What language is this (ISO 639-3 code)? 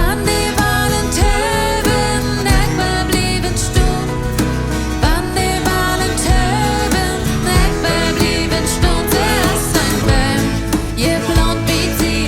pdt